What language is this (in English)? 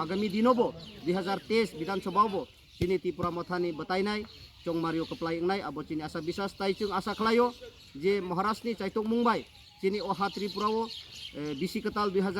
Kok Borok